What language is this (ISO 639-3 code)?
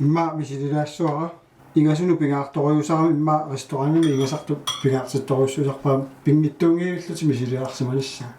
kal